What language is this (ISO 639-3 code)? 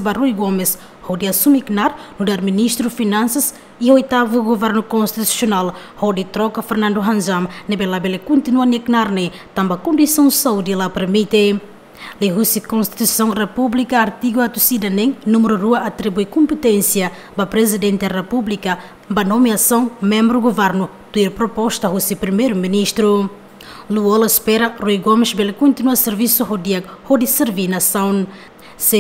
tet